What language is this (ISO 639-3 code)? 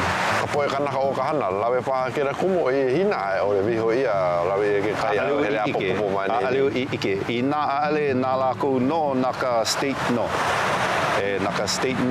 haw